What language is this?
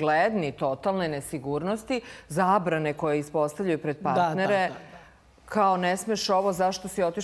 Serbian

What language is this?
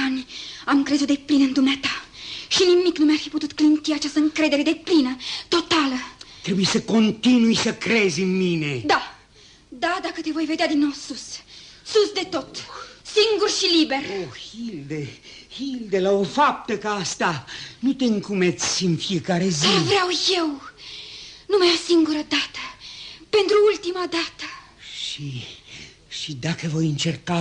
Romanian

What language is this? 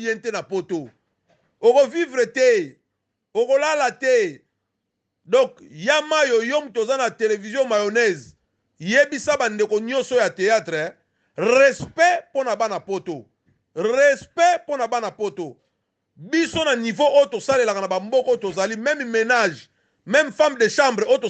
Lingala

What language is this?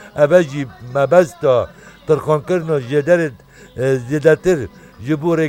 Kurdish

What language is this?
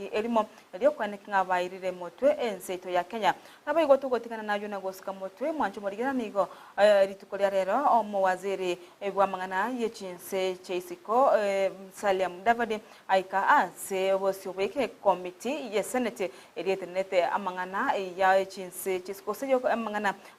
Gusii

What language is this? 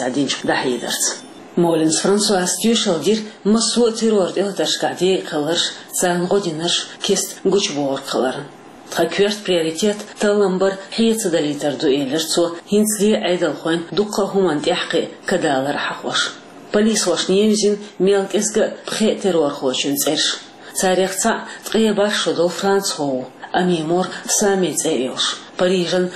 Chechen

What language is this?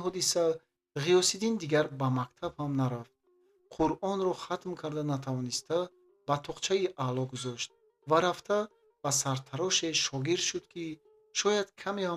Tajik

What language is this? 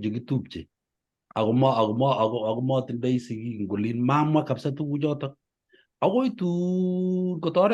Kalenjin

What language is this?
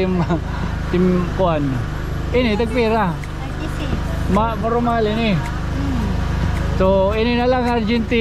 Waray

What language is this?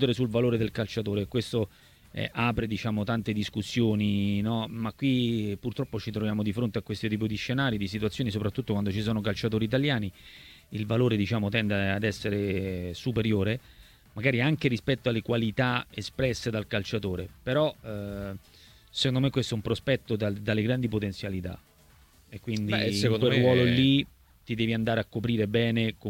Italian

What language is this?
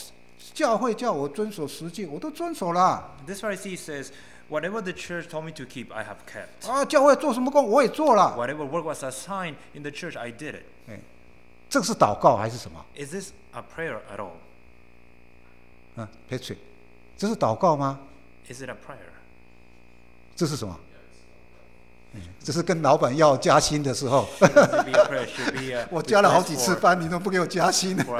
Chinese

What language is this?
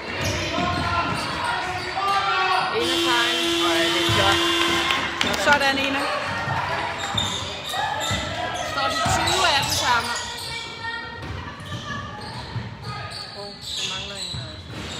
Danish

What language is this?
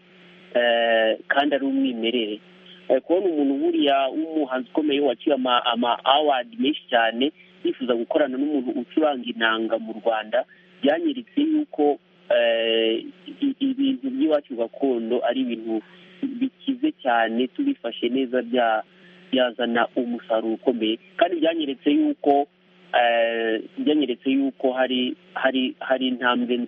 Kinyarwanda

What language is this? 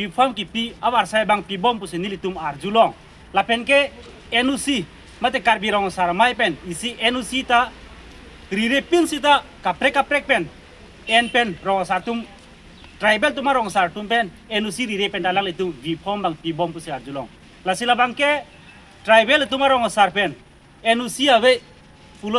Karbi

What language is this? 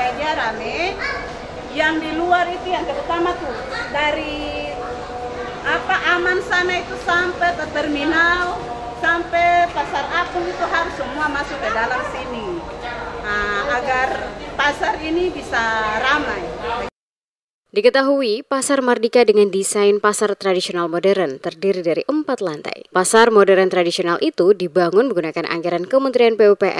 Indonesian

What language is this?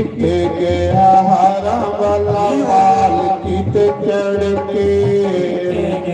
Dogri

